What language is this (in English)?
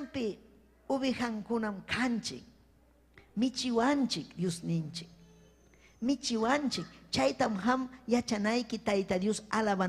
Ayacucho Quechua